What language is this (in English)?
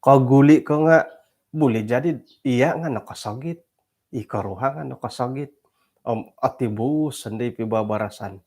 Central Dusun